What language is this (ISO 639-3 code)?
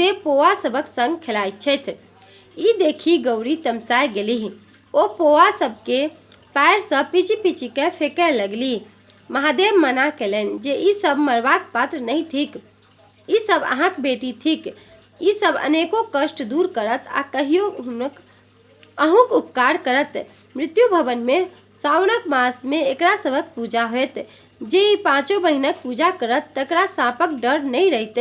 mai